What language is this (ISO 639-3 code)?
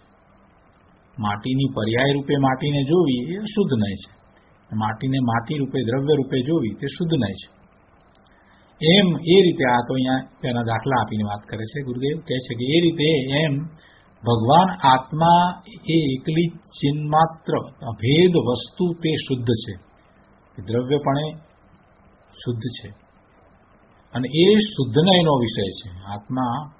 guj